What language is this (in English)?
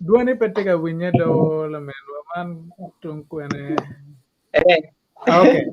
Acoli